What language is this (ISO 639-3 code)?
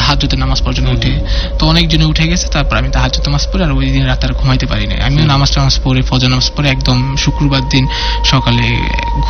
ben